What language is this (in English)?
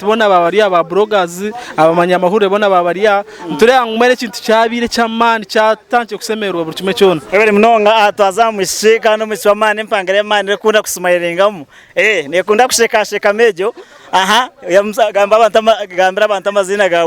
Nyankole